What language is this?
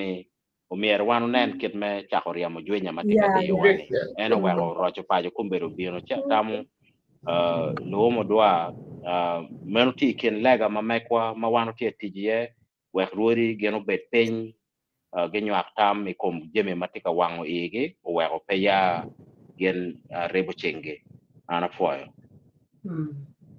Acoli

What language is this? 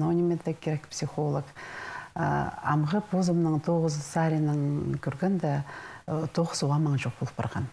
Khakas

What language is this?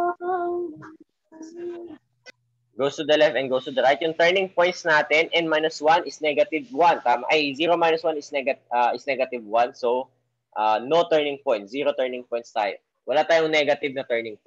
Filipino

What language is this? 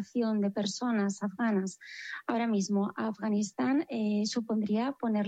Spanish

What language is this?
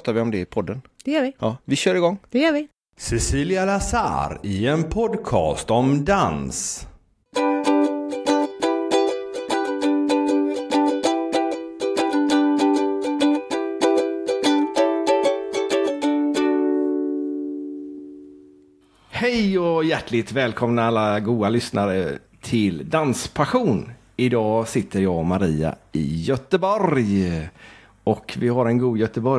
Swedish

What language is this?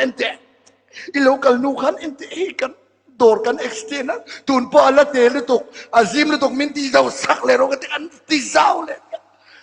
Mizo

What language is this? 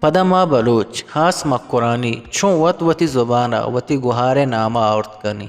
Eastern Balochi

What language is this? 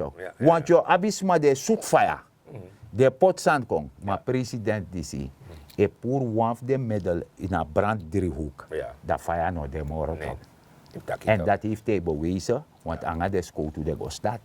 Sranan Tongo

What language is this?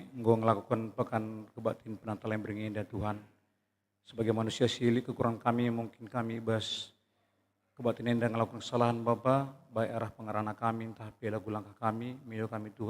Batak Karo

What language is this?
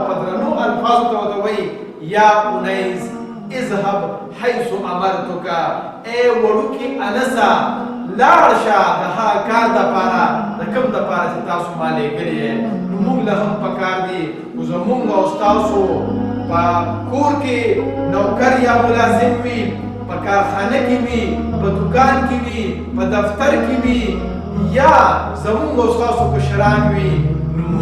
Pashto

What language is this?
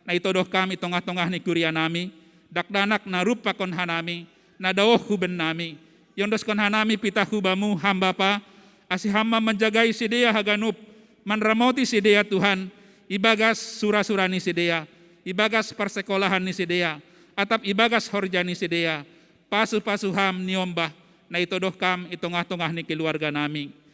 Batak Simalungun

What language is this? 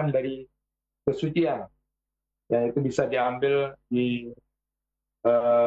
Indonesian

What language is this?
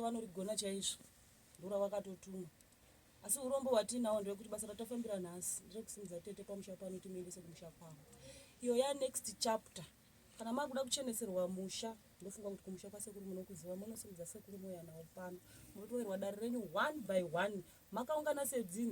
Shona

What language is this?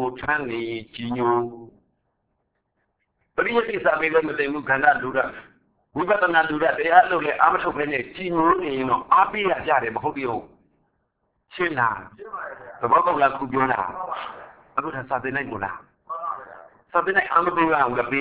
Burmese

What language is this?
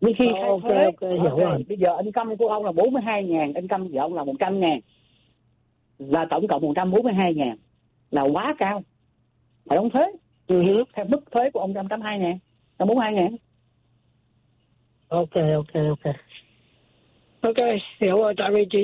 Vietnamese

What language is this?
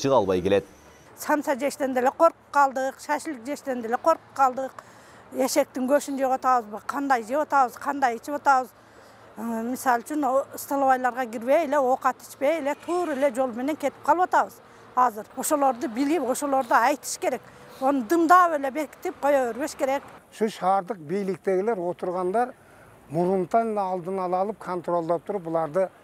Kyrgyz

